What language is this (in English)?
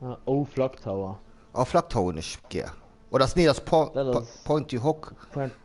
Luxembourgish